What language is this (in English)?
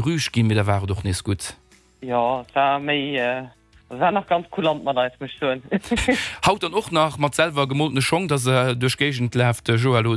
Luxembourgish